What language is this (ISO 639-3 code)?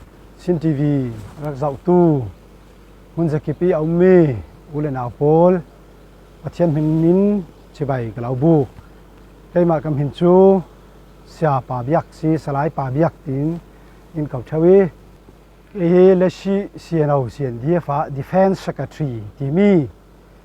cfm